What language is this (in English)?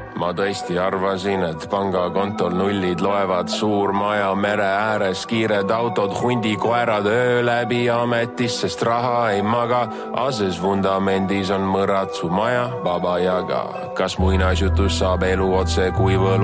Estonian